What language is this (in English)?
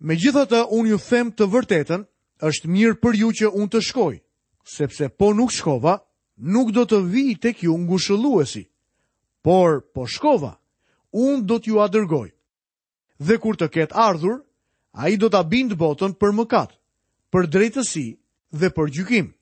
Albanian